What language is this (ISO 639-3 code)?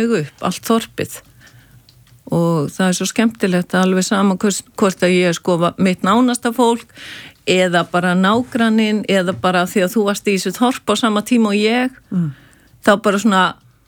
isl